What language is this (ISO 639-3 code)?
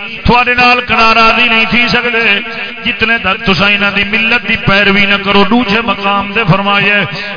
skr